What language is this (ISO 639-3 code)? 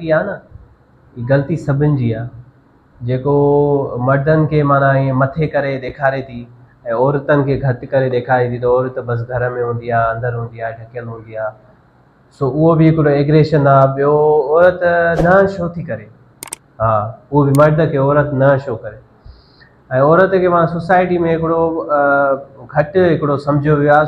snd